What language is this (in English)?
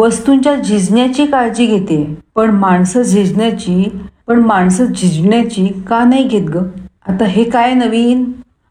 Marathi